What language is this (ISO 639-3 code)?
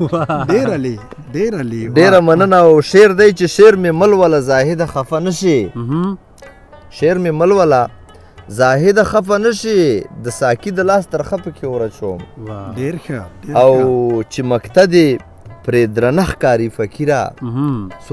pus